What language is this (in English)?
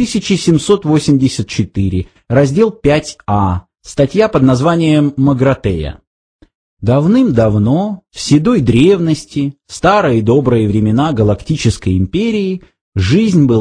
Russian